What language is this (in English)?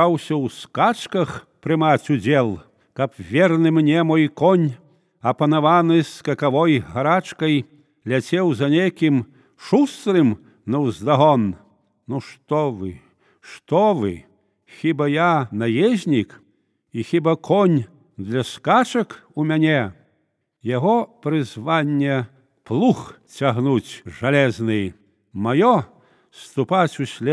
Belarusian